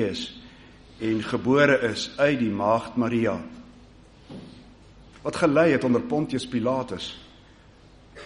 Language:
Afrikaans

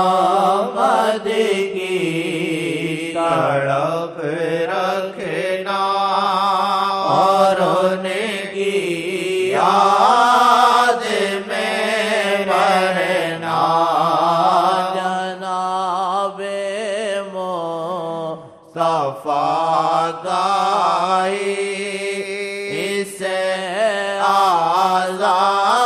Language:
Urdu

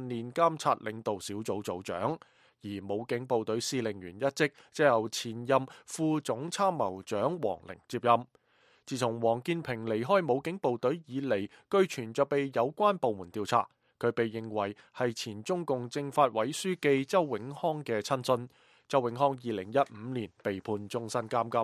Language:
Cantonese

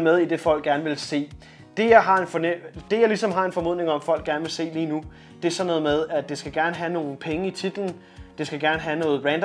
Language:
Danish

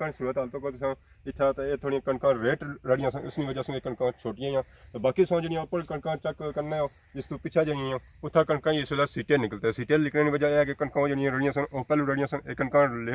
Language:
Pahari-Potwari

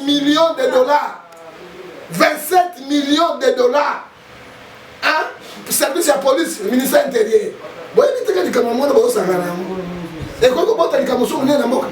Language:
Lingala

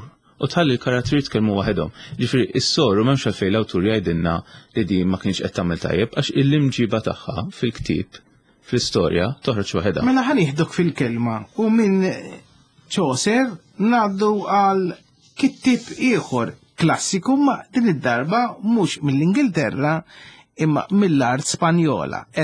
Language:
Maltese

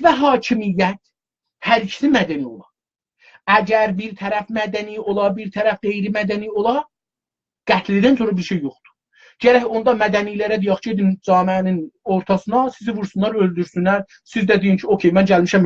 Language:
South Azerbaijani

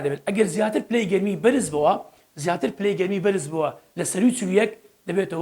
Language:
Central Kurdish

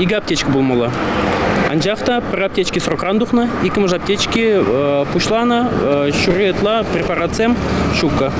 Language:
Chuvash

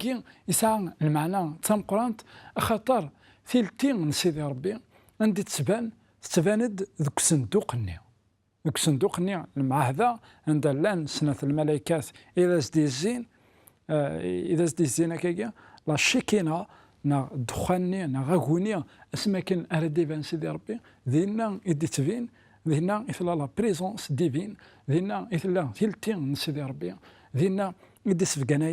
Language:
Kabyle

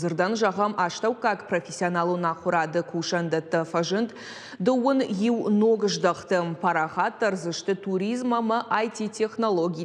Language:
Ossetic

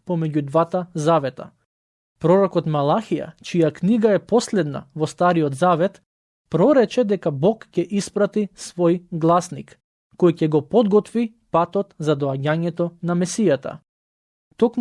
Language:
Macedonian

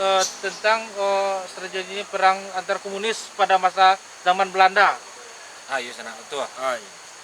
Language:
Minangkabau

